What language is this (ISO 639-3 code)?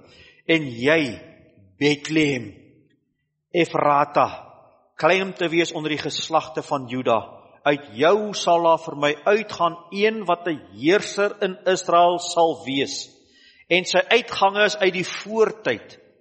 afr